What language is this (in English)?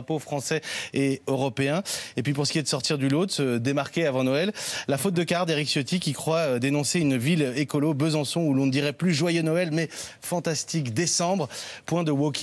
French